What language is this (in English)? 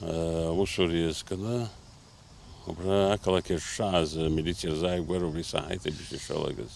Abkhazian